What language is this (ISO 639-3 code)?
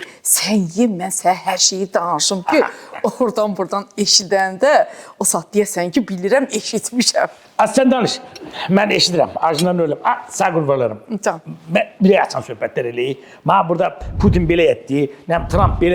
aze